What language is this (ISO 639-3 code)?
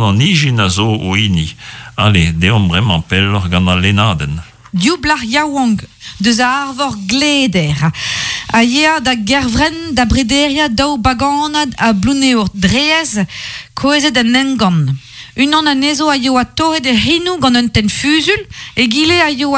bre